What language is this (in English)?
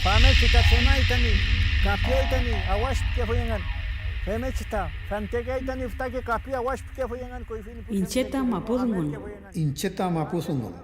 Mapuche